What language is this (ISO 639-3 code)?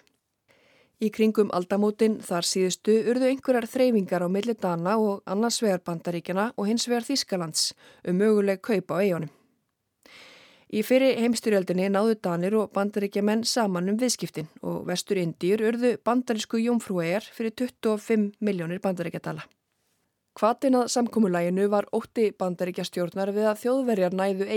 isl